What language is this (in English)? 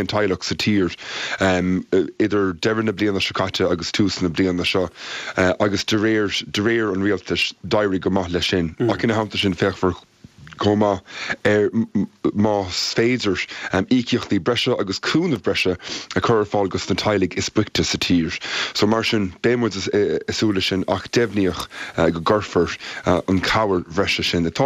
Irish